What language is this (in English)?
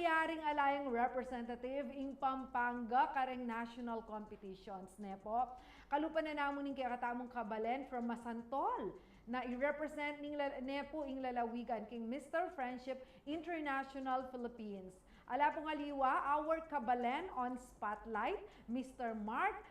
Pampanga